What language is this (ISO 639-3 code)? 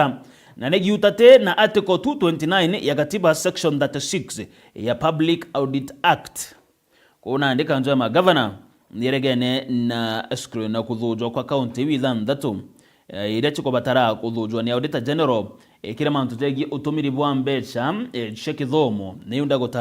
mer